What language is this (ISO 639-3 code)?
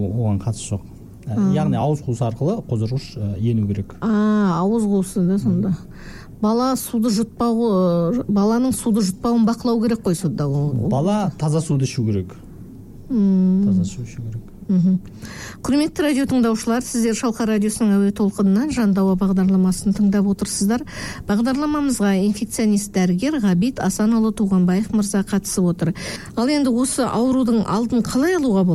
kaz